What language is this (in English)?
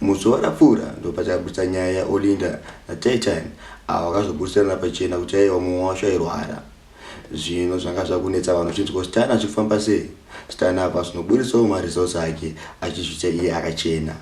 Shona